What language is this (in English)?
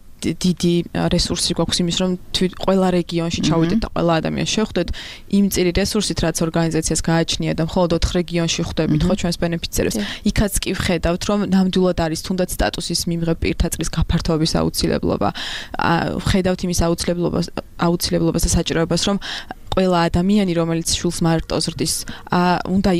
Georgian